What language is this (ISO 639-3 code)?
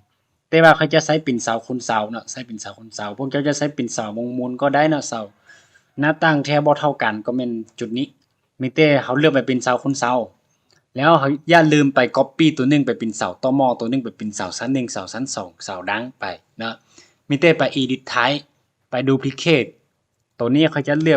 lao